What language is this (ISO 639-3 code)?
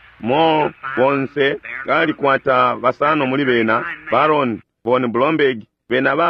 bem